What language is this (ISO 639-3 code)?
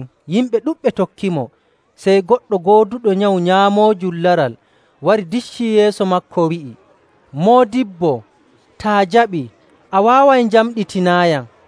fuv